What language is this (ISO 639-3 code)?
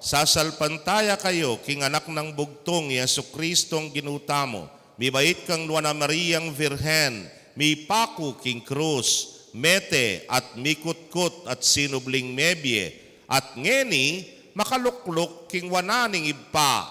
pam